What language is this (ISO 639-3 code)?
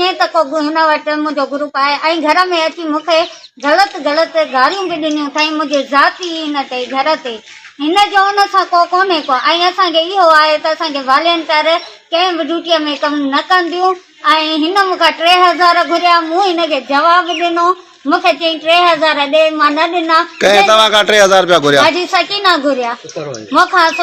snd